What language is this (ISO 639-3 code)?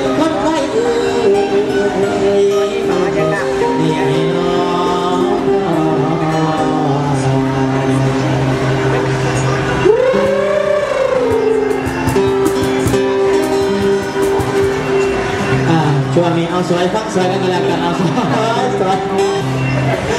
tha